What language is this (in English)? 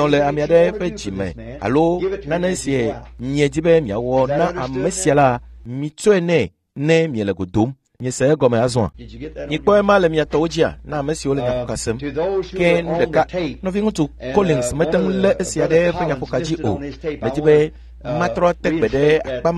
Ewe